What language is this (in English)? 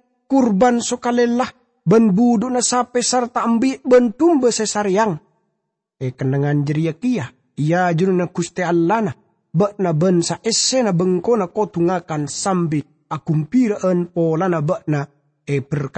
Madurese